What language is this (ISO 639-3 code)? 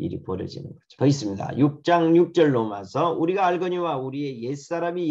kor